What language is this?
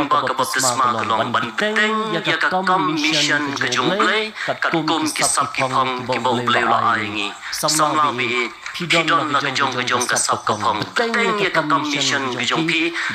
Khasi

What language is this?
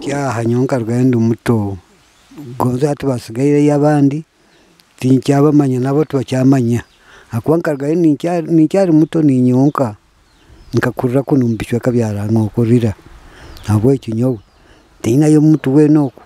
Nyoro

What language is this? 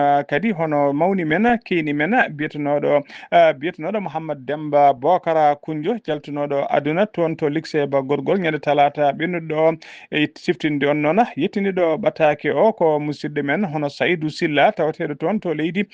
Fula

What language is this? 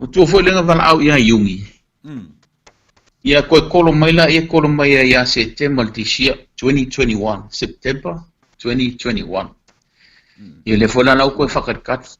Samoan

